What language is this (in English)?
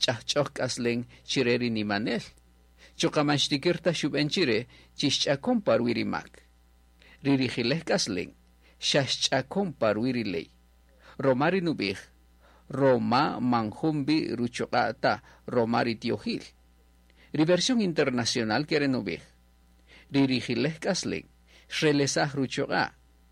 Kaqchikel